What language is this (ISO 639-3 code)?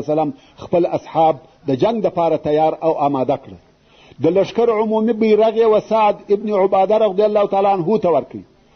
pus